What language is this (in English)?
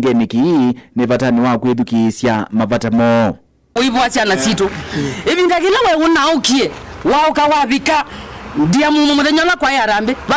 Kamba